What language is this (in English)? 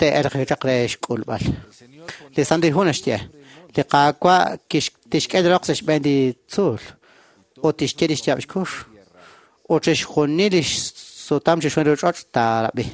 Kekchí